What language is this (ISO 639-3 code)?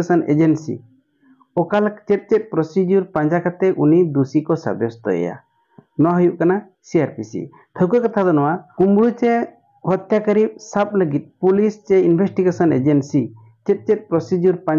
sat